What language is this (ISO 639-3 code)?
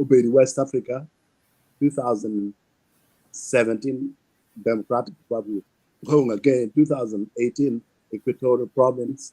ach